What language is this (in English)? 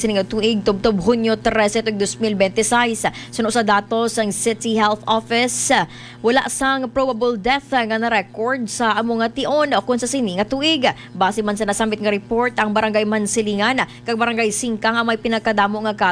Hiligaynon